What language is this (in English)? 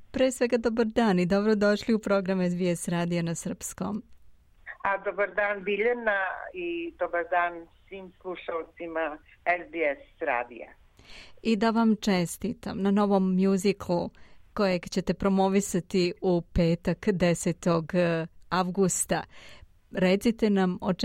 Serbian